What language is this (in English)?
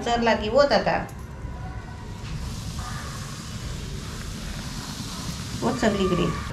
Marathi